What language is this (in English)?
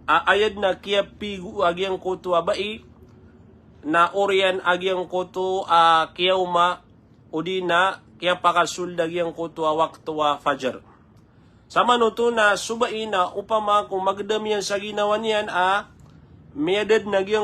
Maranao